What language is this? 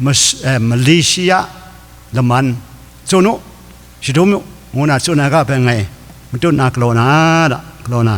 Kachin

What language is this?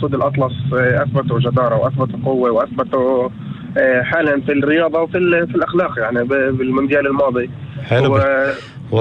North Levantine Arabic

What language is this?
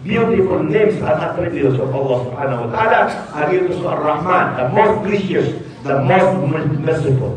Maranao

